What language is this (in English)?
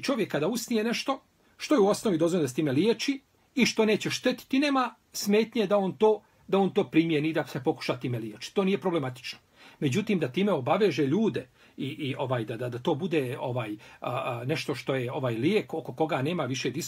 Bosnian